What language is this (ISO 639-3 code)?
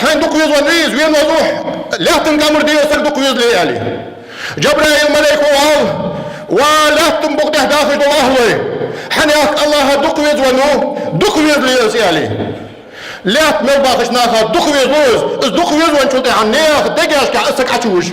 inh